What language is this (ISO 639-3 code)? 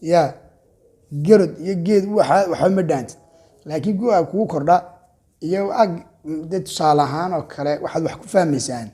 som